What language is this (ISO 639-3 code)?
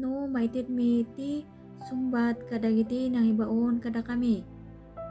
ilo